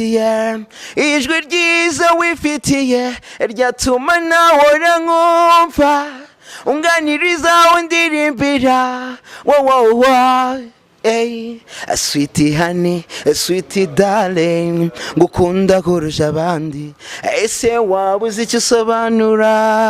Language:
Kinyarwanda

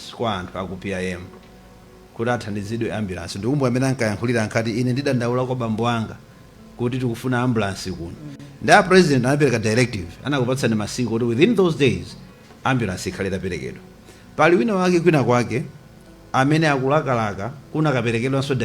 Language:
Nyanja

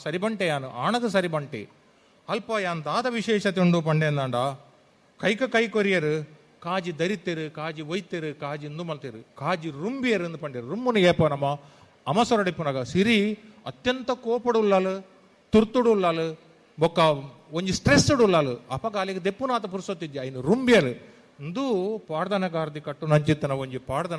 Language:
Tulu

